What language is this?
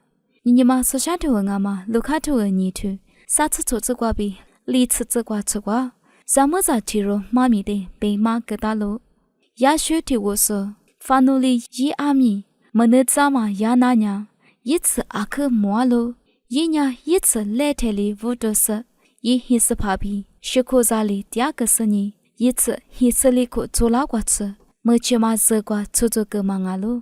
Lisu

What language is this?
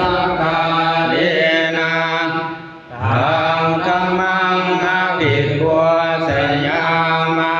Pali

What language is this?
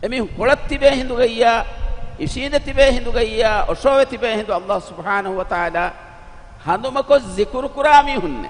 Divehi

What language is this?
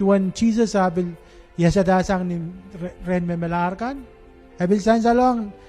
Pohnpeian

